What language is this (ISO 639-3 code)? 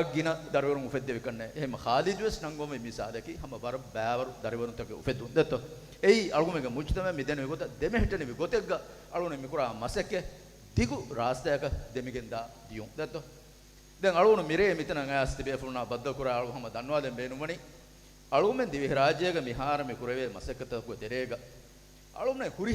div